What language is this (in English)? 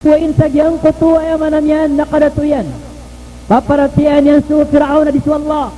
Maranao